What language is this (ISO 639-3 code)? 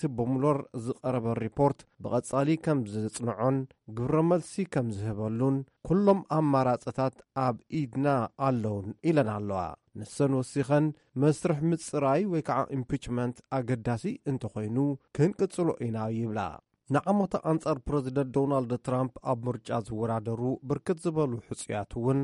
tir